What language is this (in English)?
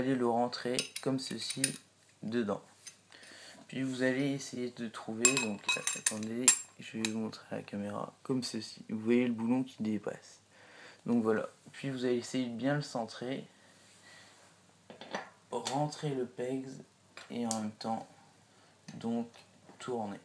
French